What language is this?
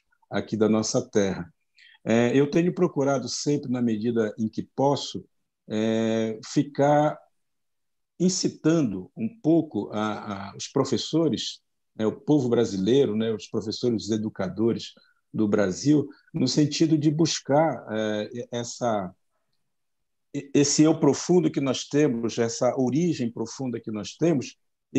Portuguese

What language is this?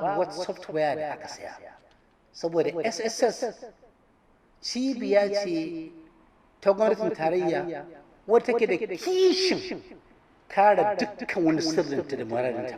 Hausa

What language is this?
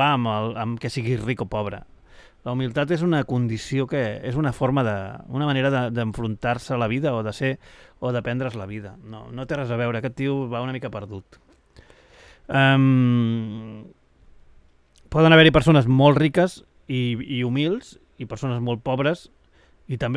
Catalan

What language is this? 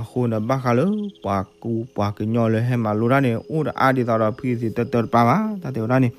S'gaw Karen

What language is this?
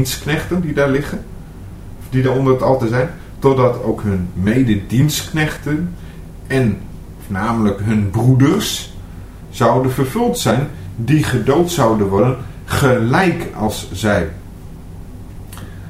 Dutch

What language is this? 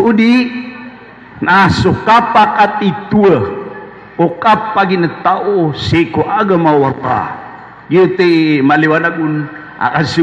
Maranao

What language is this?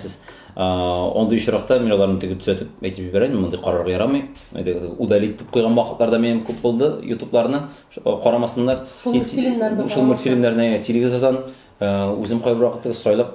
Tatar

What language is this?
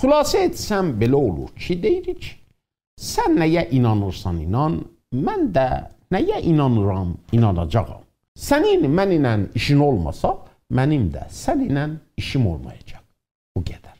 South Azerbaijani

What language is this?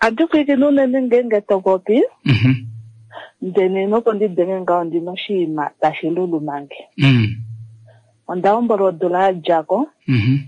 Kuanyama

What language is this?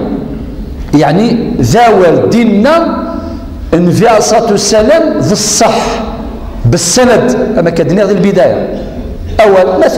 Kabyle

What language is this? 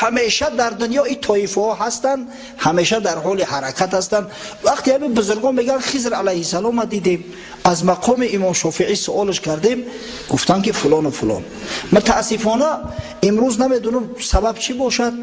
Tajik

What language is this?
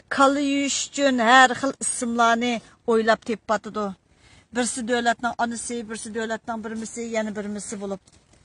Uyghur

